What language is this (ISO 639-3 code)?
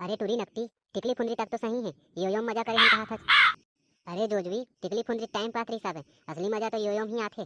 hne